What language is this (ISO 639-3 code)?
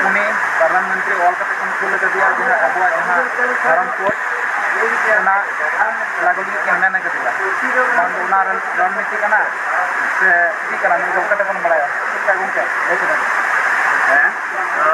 sat